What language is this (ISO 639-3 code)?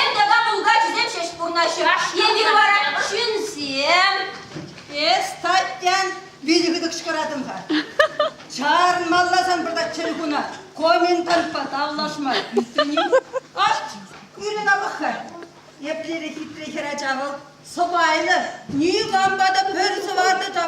chv